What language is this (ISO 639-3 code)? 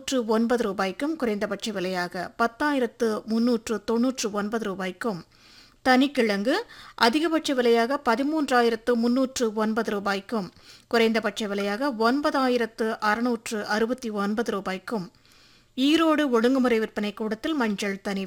tam